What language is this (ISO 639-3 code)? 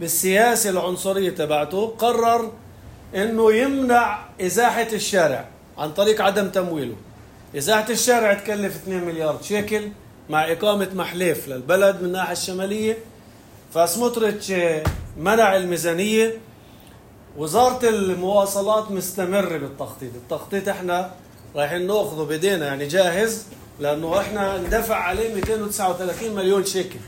apc